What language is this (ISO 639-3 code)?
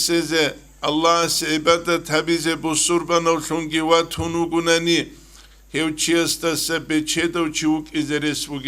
ava